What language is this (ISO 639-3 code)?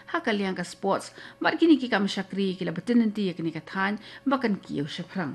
kha